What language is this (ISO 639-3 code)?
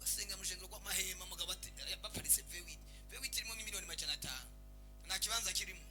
run